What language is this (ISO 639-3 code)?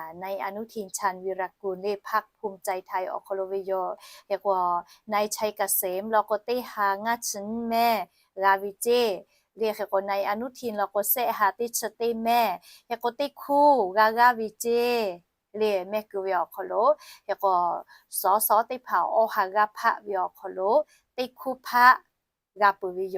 lhu